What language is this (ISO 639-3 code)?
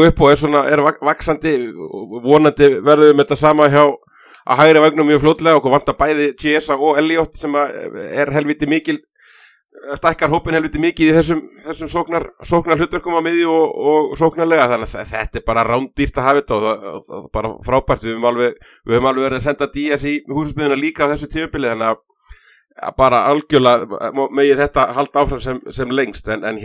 isl